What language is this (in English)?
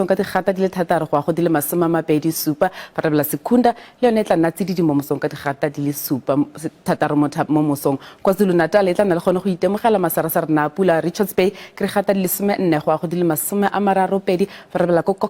Tswana